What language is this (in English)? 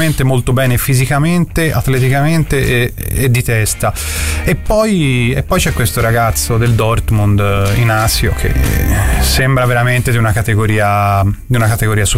Italian